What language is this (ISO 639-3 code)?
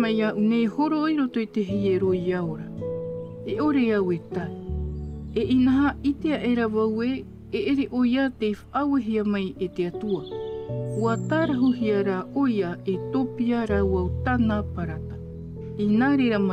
tah